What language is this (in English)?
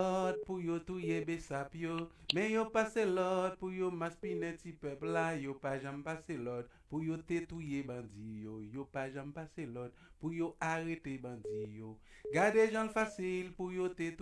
Haitian Creole